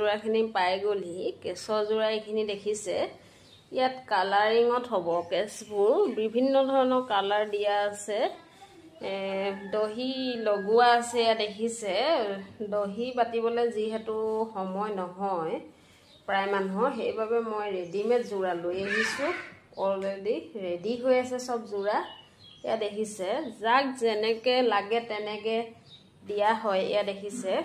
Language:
Assamese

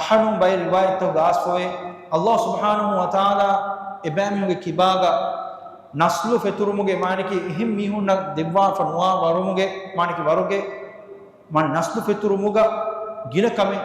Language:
Divehi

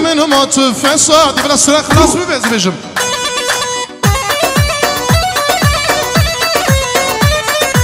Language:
Kurdish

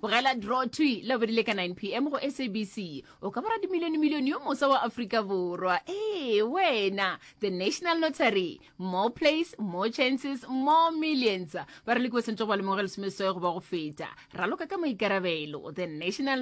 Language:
Northern Sotho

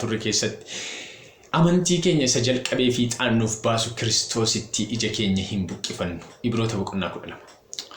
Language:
Oromo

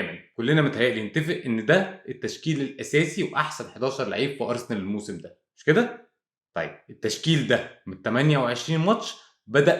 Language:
Egyptian Arabic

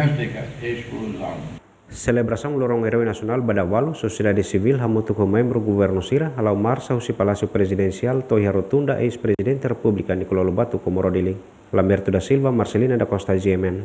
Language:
Tetum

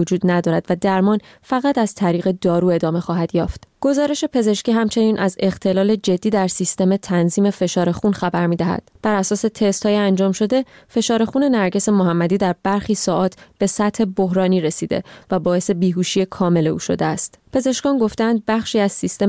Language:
Persian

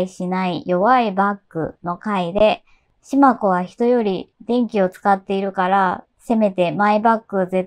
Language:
Japanese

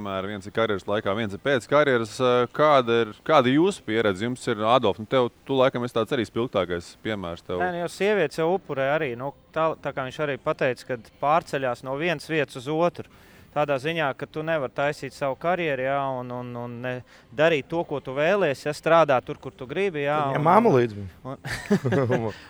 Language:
Latvian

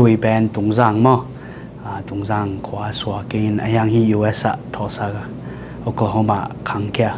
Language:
Tedim Chin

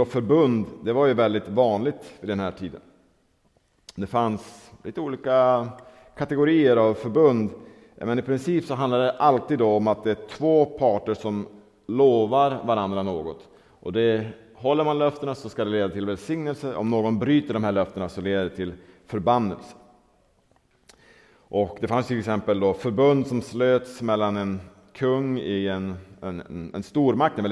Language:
Swedish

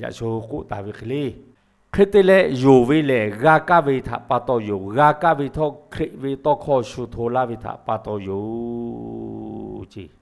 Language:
Lahu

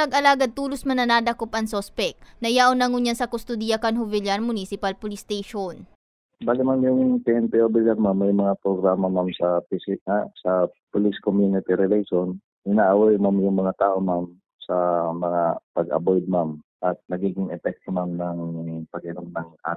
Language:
Bikol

